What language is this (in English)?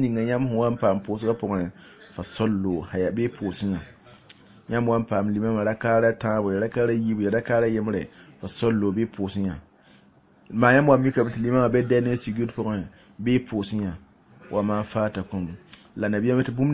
Mossi